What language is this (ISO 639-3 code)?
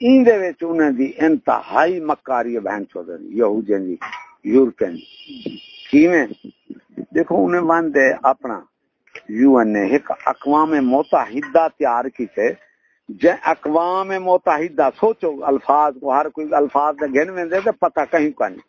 skr